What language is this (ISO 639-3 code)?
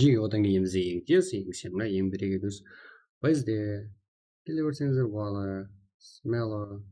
kaa